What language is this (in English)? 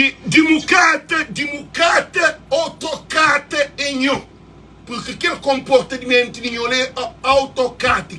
Kabuverdianu